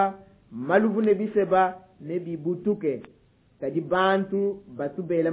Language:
Luba-Lulua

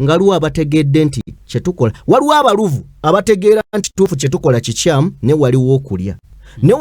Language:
Ganda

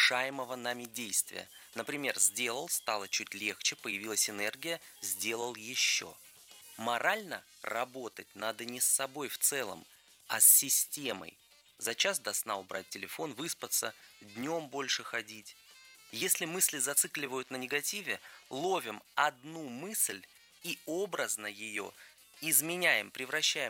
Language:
Russian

